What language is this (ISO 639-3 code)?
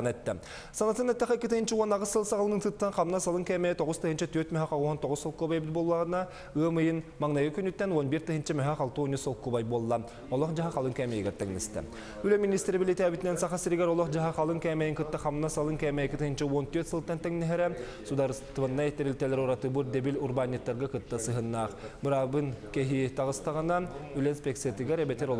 sah